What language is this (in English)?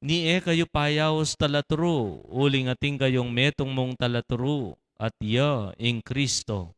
Pampanga